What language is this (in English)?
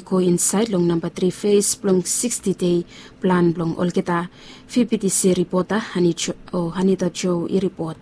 Bislama